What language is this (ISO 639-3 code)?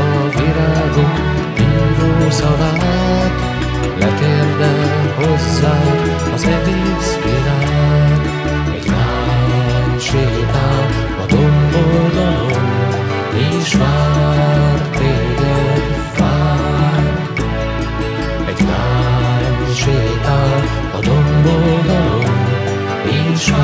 hun